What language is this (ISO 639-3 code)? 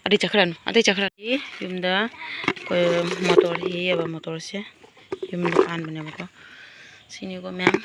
mni